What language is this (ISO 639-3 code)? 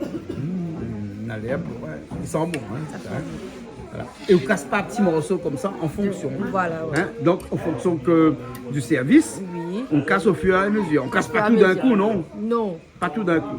rcf